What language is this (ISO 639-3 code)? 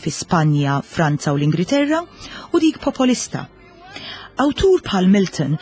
mlt